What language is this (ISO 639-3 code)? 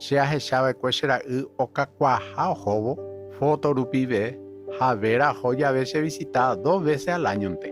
grn